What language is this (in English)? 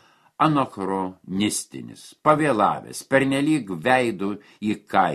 Lithuanian